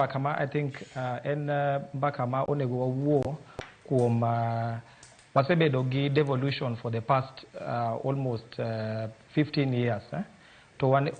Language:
Luo (Kenya and Tanzania)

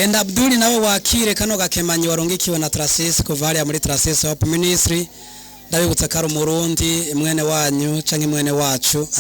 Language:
Rundi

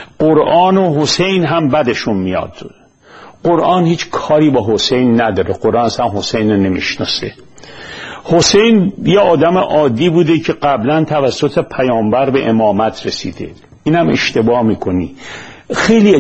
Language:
Persian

